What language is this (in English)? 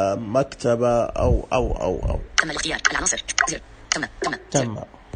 Najdi Arabic